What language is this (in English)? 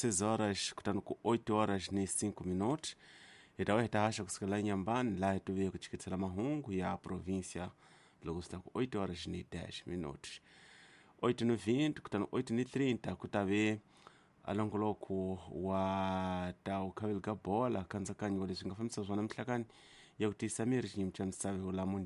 Tsonga